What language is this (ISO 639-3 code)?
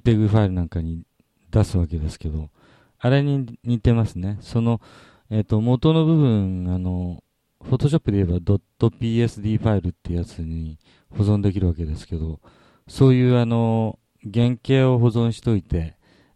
jpn